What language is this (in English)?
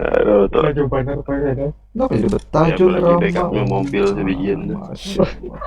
Banjar